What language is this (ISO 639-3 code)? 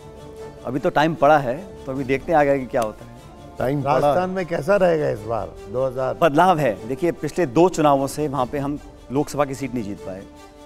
hin